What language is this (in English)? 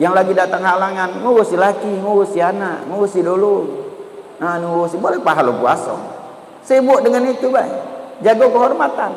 Musi